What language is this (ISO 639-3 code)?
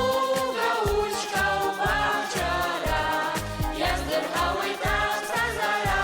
abk